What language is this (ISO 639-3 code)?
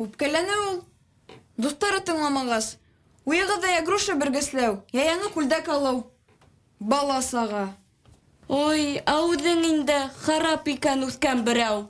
bak